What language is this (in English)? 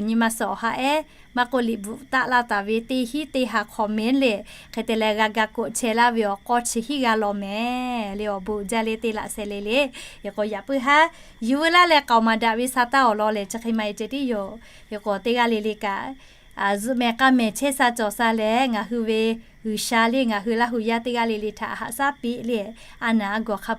Lahu